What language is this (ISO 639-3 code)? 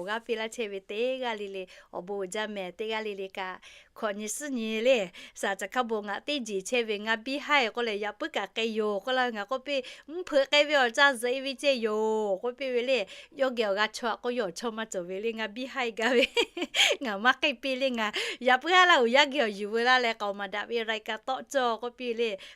lhu